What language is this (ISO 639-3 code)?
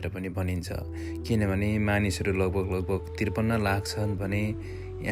nep